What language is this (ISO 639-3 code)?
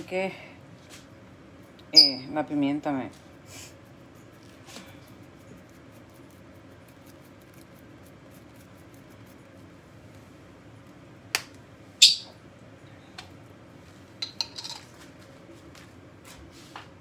spa